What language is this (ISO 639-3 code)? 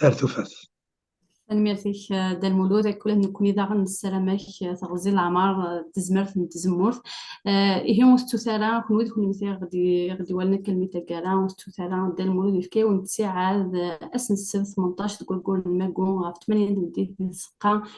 kab